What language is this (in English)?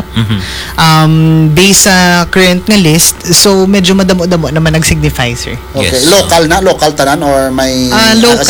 Hiligaynon